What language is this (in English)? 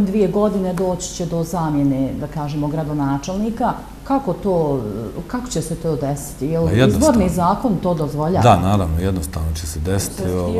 Bosnian